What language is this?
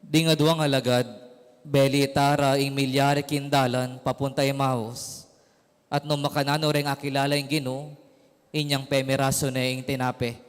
Pampanga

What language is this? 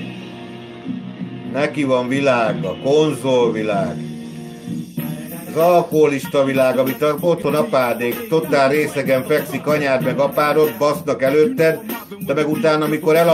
Hungarian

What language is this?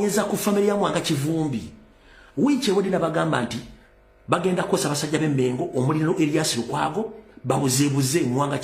Ganda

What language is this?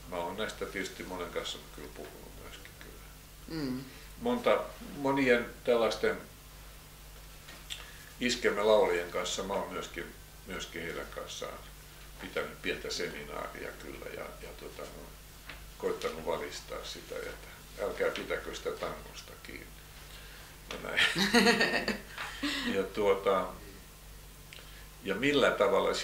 Finnish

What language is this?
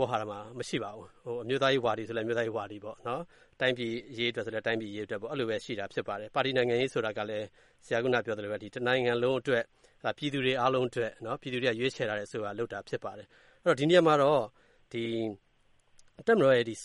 Burmese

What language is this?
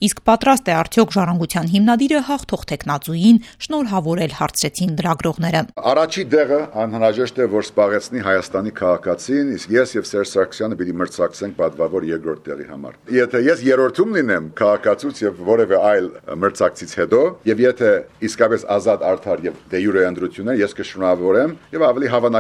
Armenian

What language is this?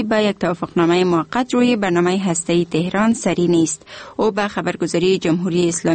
Persian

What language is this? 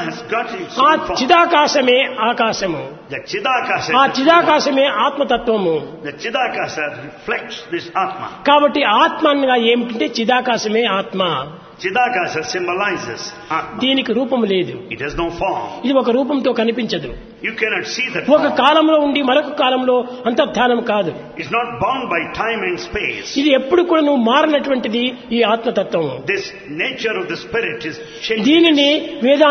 Telugu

